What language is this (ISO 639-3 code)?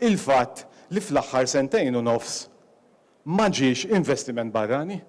mlt